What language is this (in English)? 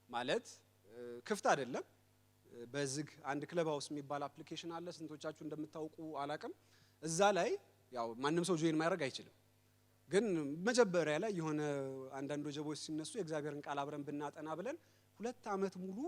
Amharic